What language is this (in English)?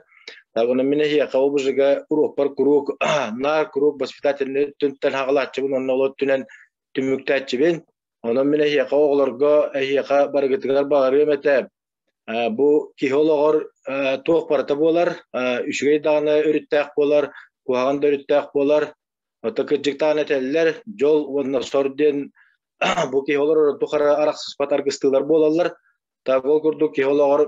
Yakut